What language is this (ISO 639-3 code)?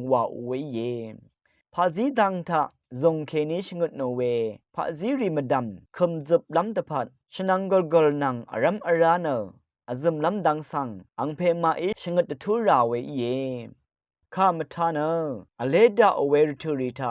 raw